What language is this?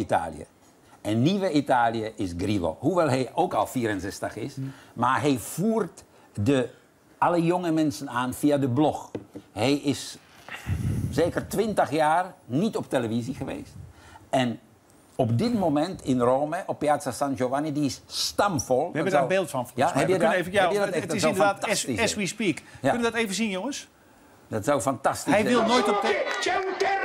Dutch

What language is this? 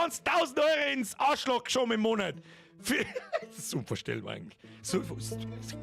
Bavarian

